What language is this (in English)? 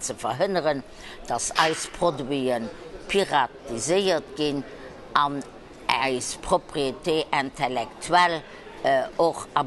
Luxembourgish